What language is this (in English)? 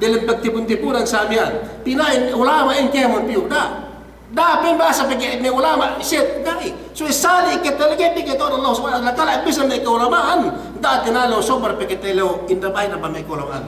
Yakan